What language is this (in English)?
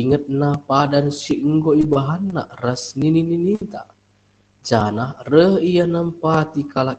Batak Karo